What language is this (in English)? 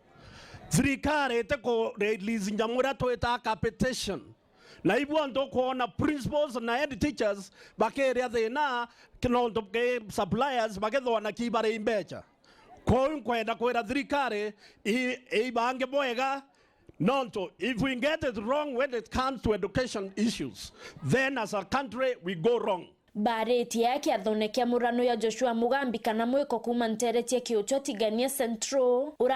Meru